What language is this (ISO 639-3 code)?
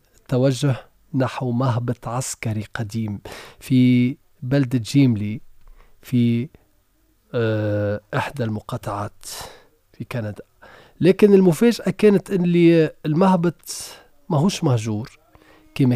aeb